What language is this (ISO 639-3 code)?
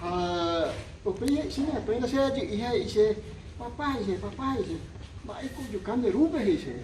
grn